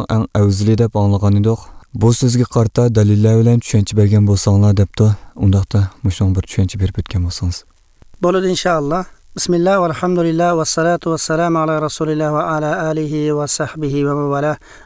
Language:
Uyghur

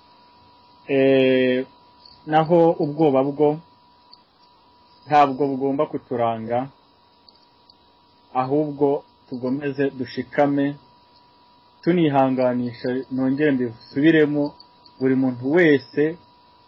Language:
Kinyarwanda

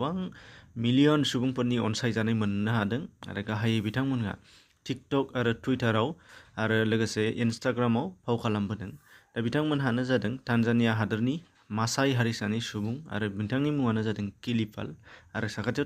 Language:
Bodo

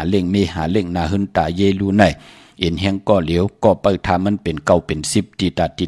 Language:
Shan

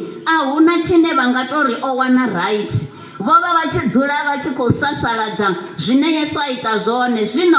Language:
Venda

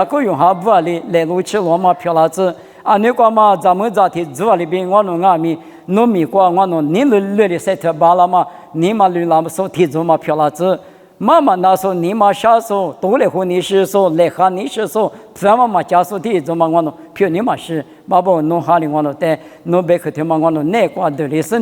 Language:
Lisu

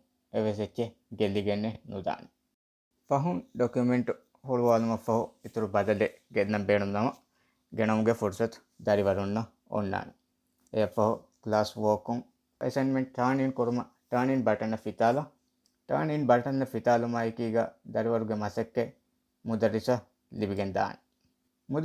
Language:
Divehi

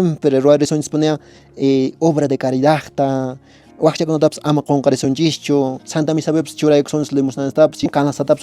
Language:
Quechua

